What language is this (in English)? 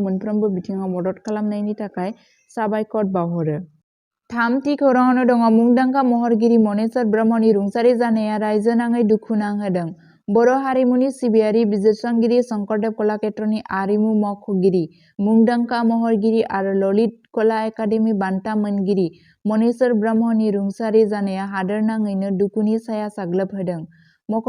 Bodo